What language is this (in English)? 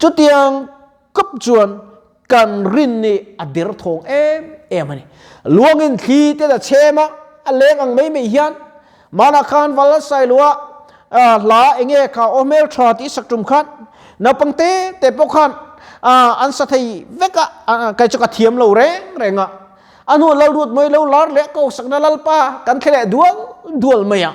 Mizo